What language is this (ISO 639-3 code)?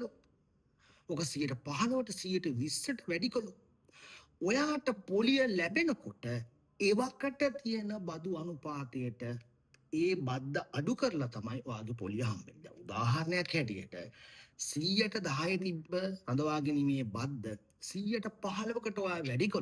sin